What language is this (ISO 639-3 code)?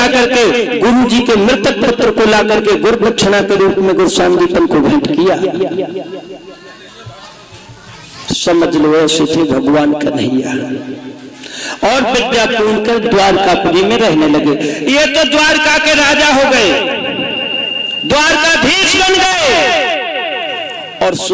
hin